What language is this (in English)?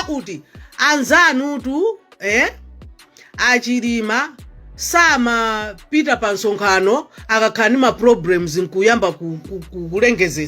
Nyanja